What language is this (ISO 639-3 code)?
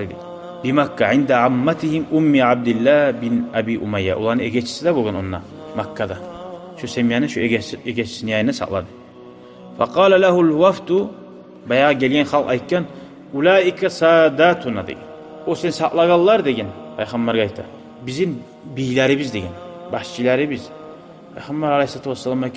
kum